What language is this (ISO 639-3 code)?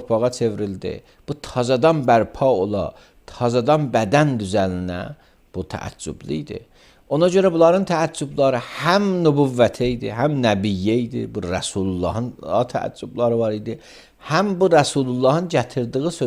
aze